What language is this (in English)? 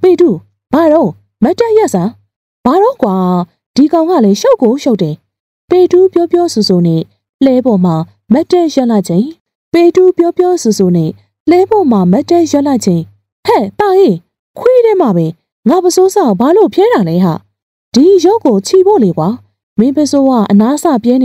Burmese